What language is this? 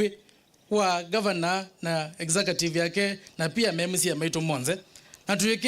Kamba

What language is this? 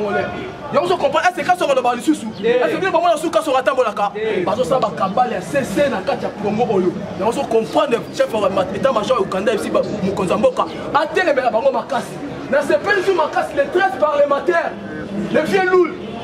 Lingala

